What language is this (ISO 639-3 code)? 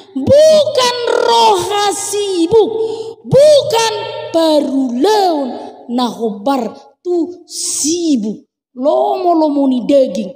bbc